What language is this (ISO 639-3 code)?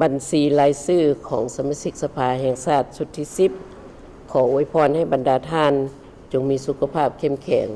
lao